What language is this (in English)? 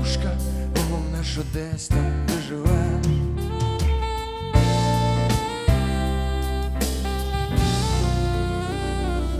Ukrainian